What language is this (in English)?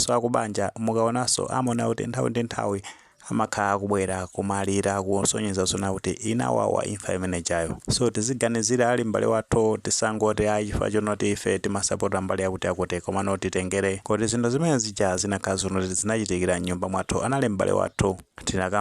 Nyanja